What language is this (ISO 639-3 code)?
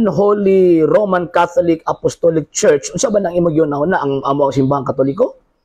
ceb